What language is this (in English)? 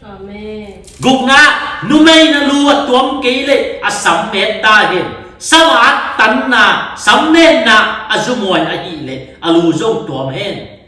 Tedim Chin